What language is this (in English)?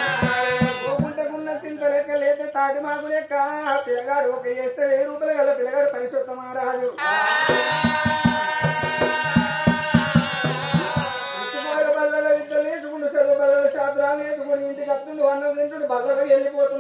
Telugu